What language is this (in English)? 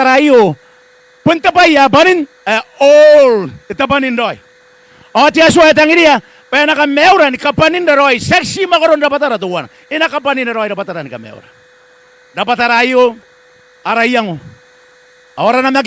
Gilbertese